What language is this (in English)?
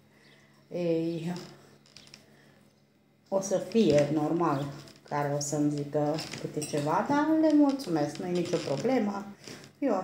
Romanian